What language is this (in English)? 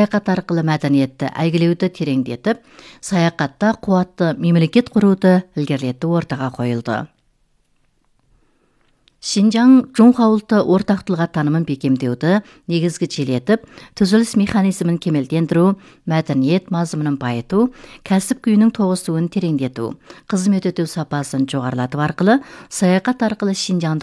Kazakh